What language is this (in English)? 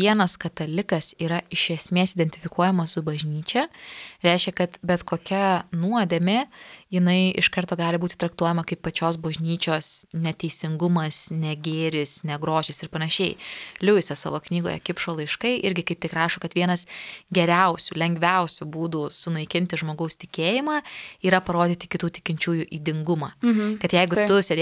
Lithuanian